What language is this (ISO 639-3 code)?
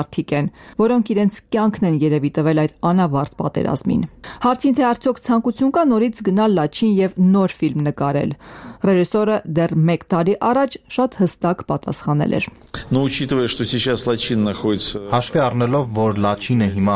hye